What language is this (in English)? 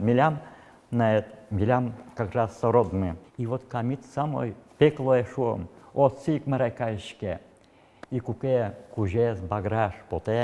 Udmurt